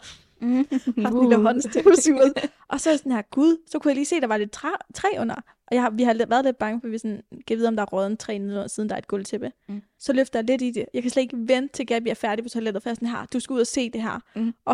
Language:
Danish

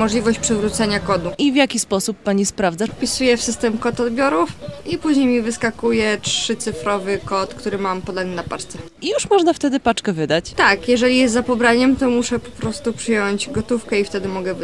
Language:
Polish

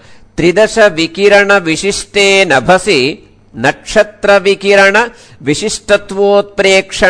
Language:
Sanskrit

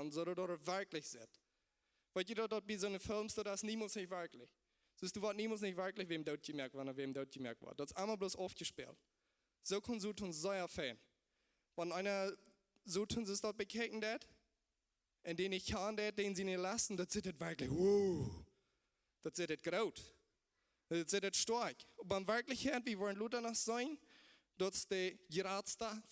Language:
Plautdietsch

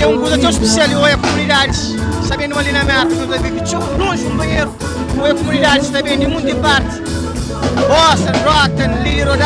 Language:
Kabuverdianu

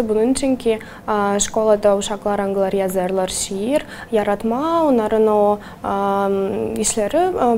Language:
Gagauz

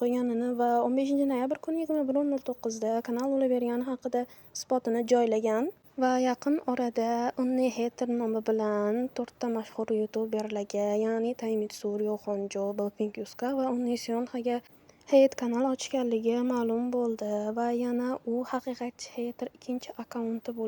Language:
Uzbek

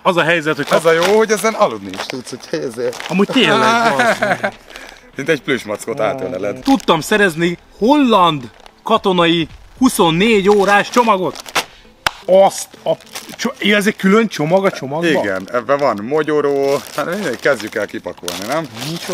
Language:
Hungarian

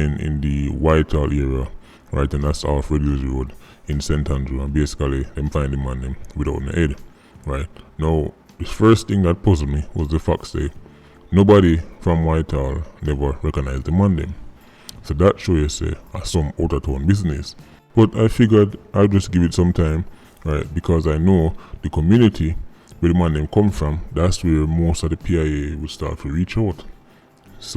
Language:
Jamaican Creole English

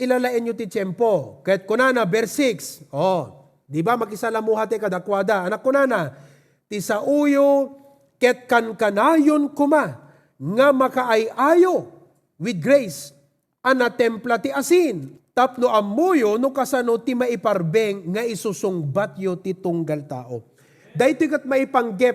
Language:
Iloko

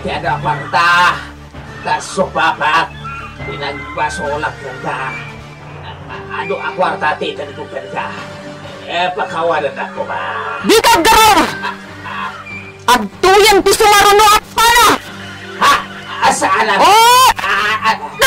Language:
Iloko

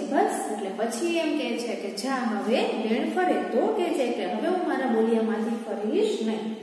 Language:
Gujarati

